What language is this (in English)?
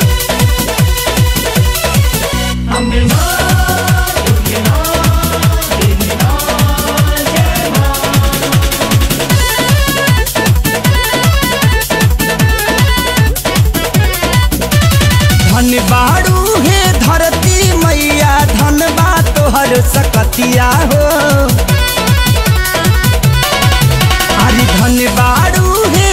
Bhojpuri